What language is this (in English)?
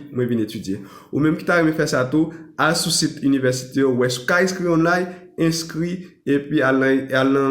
Haitian Creole